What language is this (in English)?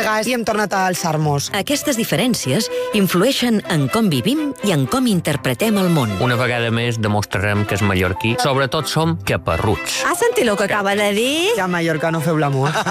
Catalan